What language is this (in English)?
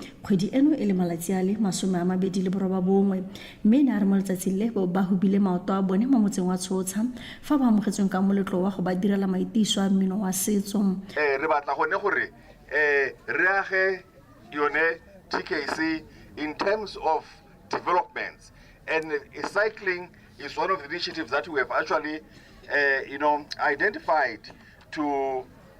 Tswana